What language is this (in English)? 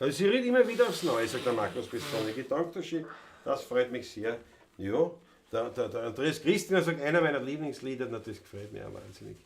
Bavarian